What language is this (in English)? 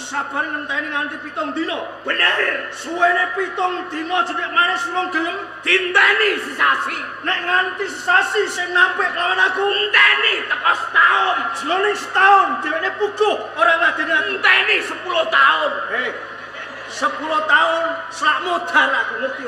Javanese